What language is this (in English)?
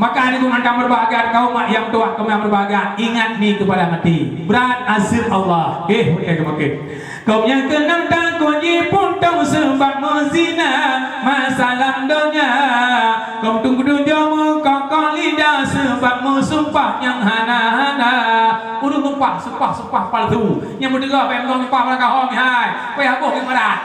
Achinese